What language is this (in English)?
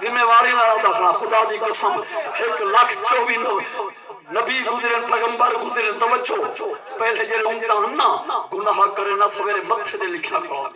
Saraiki